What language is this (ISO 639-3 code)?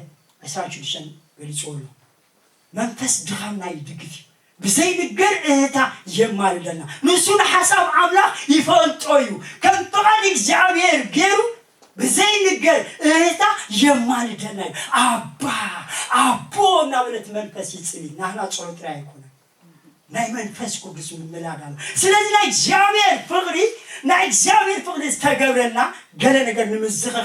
tir